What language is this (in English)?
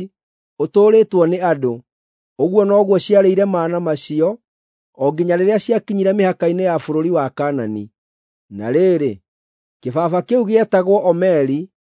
Kikuyu